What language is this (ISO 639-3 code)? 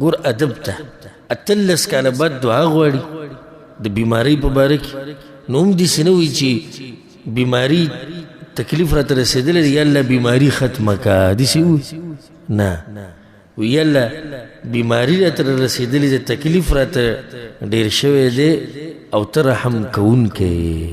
pus